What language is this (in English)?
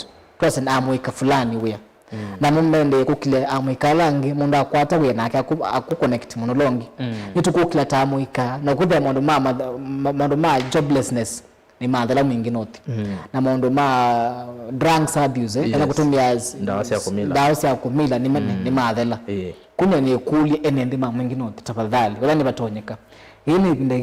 Kamba